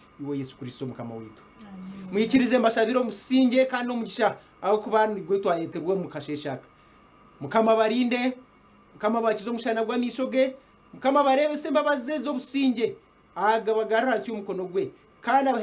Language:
Nyankole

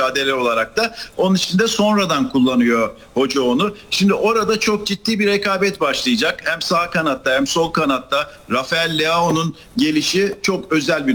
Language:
Turkish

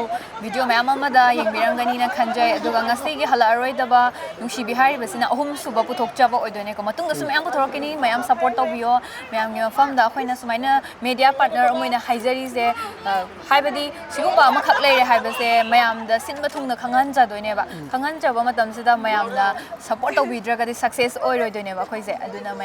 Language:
Manipuri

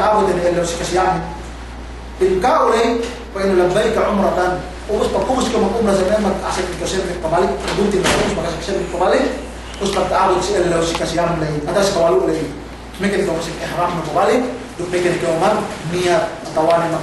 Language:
Yakan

